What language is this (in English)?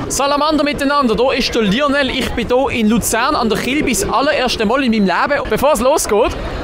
Swiss German